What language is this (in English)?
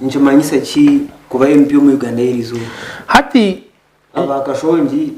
Nyankole